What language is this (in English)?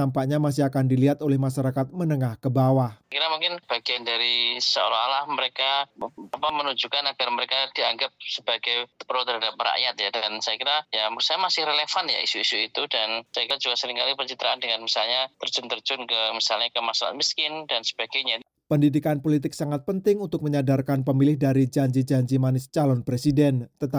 Indonesian